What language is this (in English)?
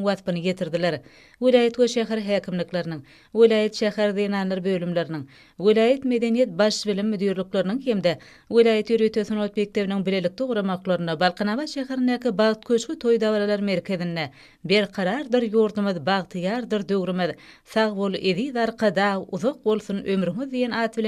Turkmen